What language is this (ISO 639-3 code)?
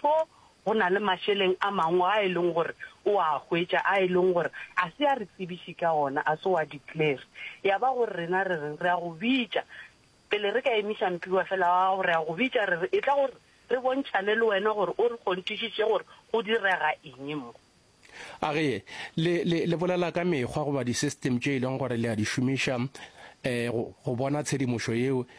nso